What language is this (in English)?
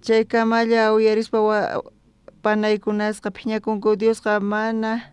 South Bolivian Quechua